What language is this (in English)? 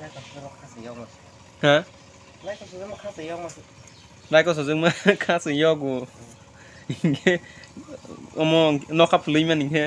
Kok Borok